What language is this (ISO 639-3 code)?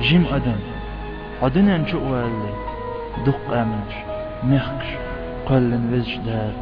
che